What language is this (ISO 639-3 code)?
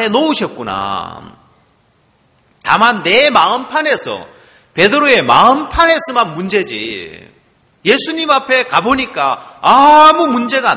kor